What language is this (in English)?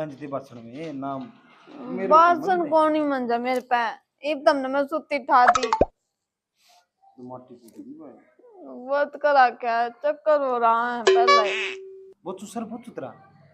Haryanvi